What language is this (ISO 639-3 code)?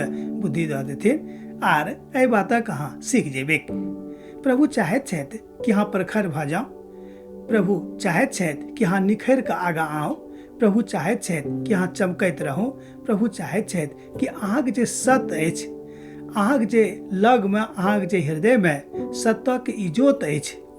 mai